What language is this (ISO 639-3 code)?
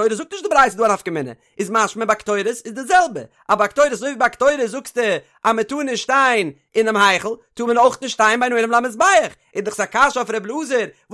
yid